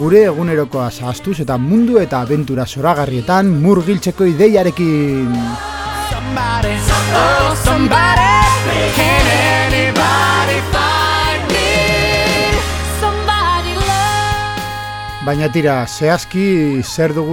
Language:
Basque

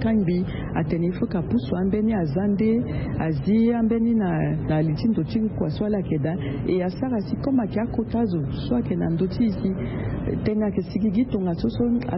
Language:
Sango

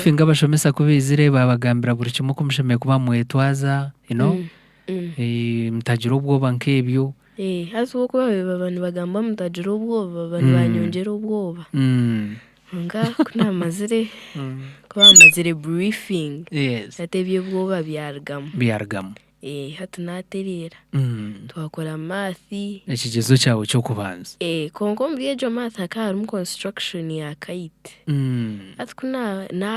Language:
Nyankole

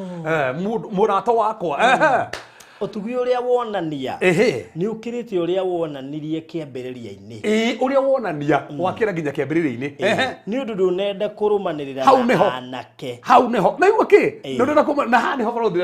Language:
Kikuyu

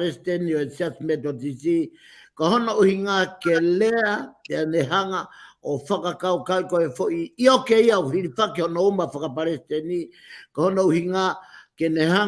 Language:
Tongan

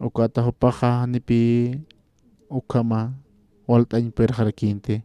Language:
Aymara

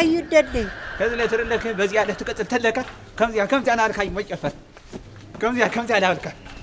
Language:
Tigrinya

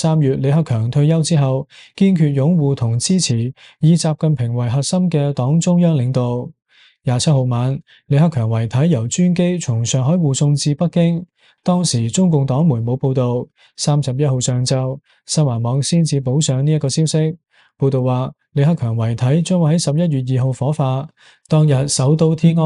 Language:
Cantonese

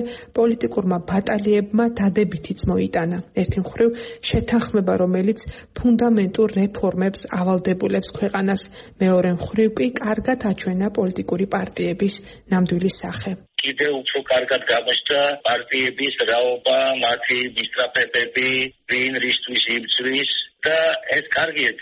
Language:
Georgian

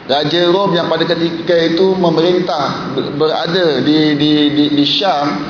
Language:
Malay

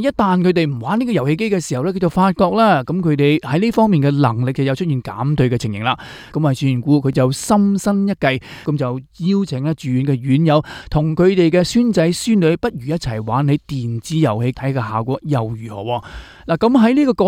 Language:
Cantonese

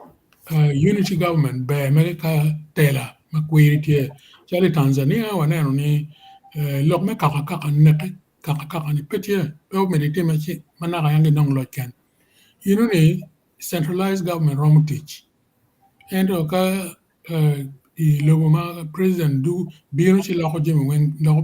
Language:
Acoli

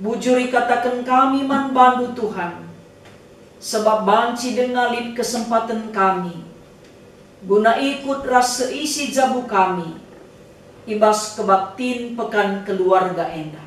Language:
Batak Karo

